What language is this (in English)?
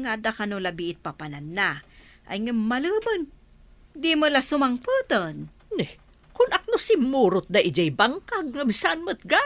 Iloko